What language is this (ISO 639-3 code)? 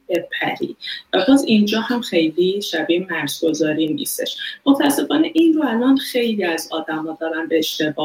fas